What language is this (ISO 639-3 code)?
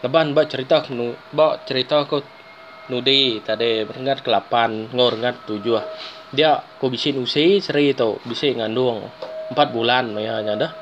iba